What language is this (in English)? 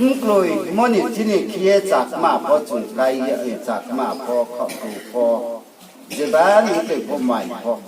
Riang (India)